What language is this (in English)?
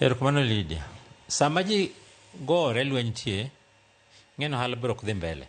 Luo (Kenya and Tanzania)